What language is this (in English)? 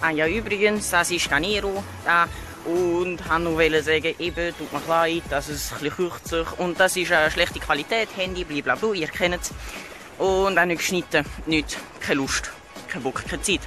Swiss German